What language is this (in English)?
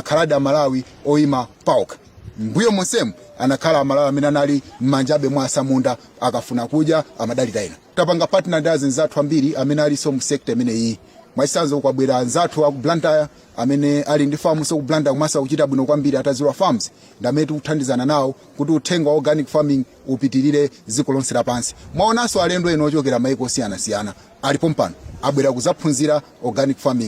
Nyanja